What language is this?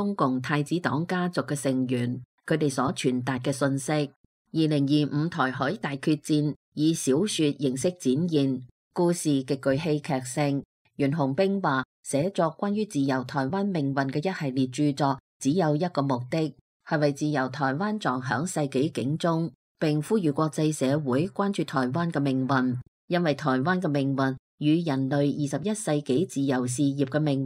Cantonese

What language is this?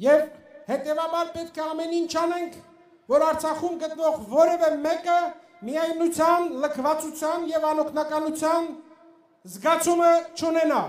Armenian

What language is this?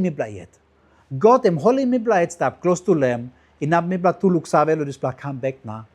Tok Pisin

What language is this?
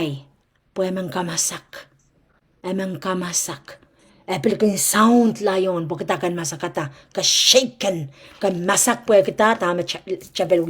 Pohnpeian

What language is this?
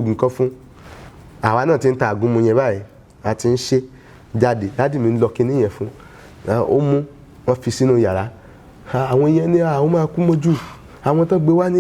Yoruba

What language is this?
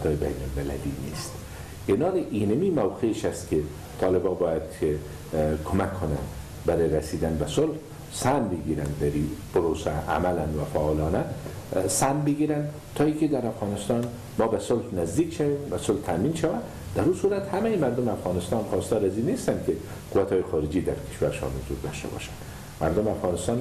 Persian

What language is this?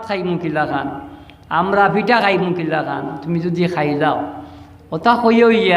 Sylheti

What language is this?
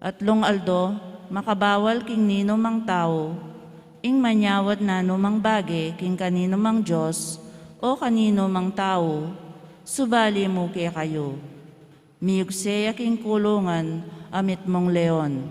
Pampanga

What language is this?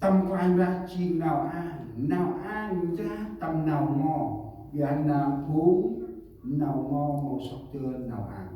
Central Mnong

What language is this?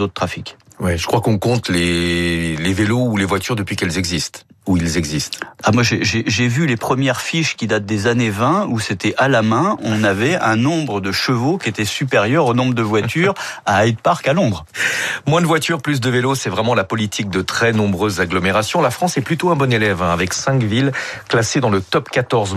French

